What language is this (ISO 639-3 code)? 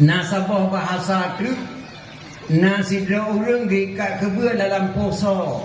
ace